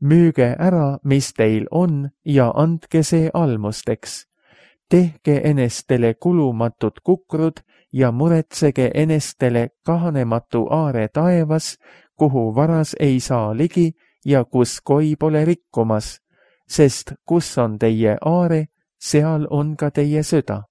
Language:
Estonian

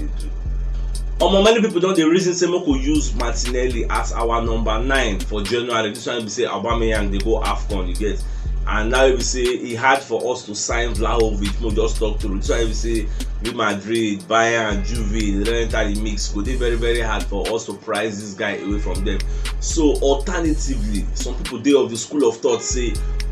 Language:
Nigerian Pidgin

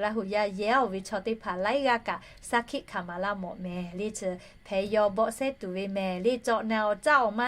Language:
Lahu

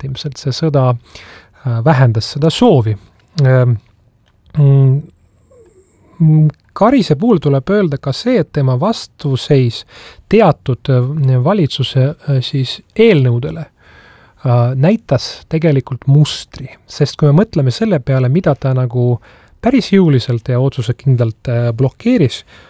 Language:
Estonian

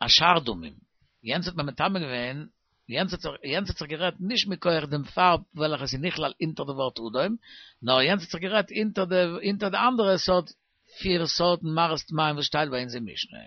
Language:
Yiddish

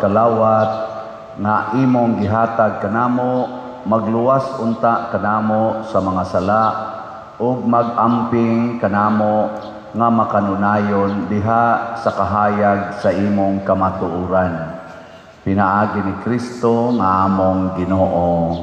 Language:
Cebuano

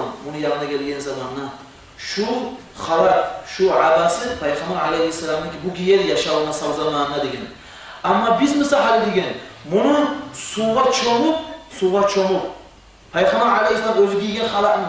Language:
Kumyk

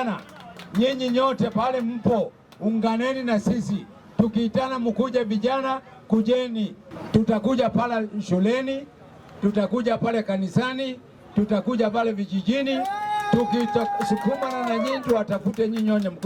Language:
Meru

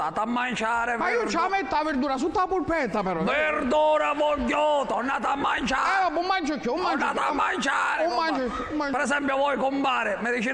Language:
Sicilian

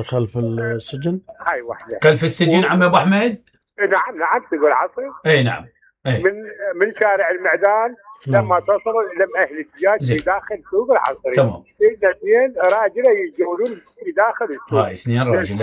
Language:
Mesopotamian Arabic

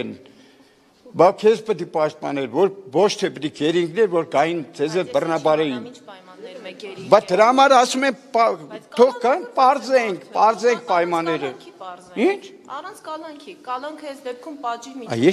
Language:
Armenian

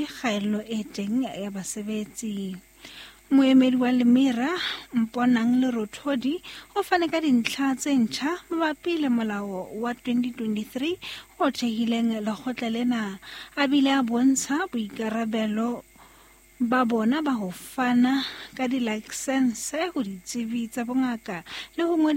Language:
Southern Sotho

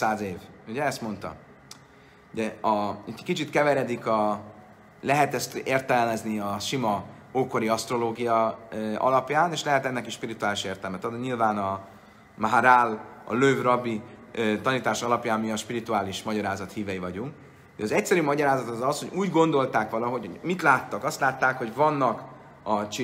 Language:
Hungarian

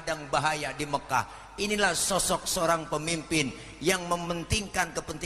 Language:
Betawi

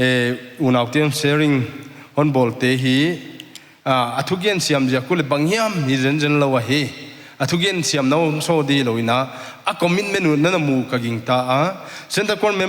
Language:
Paite Chin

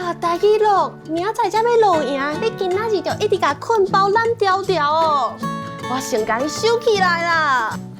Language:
Min Nan Chinese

